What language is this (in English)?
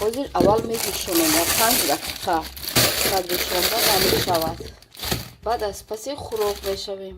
Tajik